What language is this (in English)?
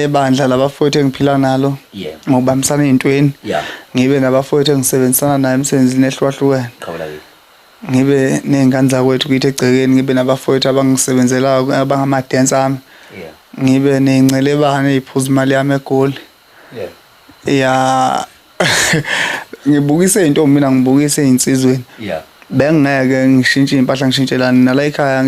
Zulu